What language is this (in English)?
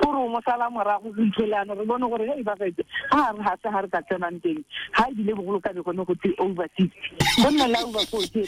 Tswana